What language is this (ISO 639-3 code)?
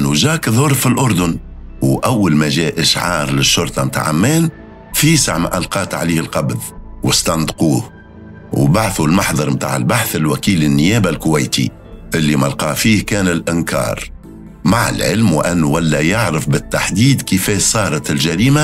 aeb